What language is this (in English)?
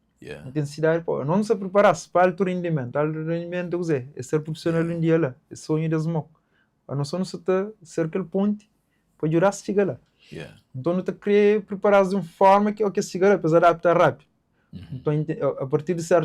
Kabuverdianu